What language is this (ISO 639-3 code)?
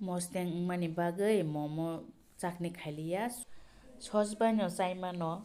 trp